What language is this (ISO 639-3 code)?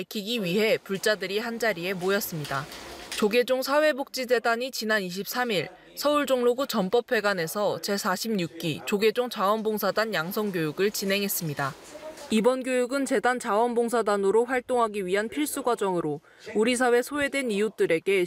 kor